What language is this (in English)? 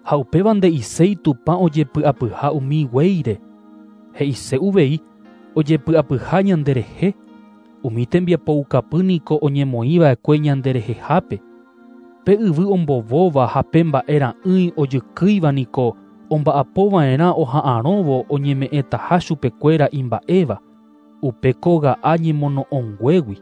Guarani